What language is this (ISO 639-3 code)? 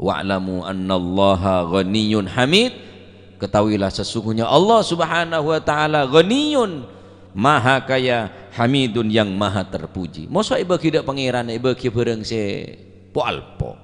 mad